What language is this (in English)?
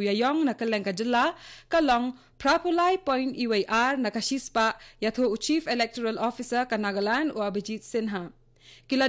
Khasi